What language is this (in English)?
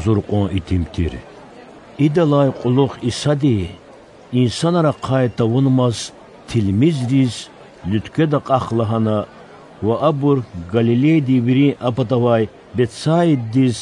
Lezghian